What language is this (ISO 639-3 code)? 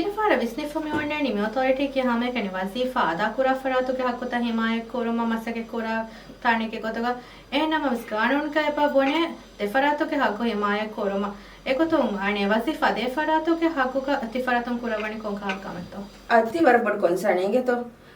div